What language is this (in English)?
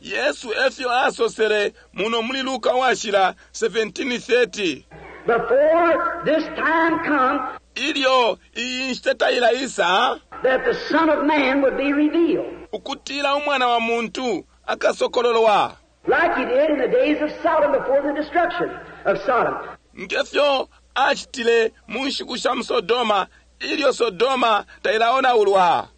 Bemba